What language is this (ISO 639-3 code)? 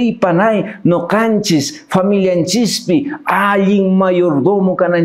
que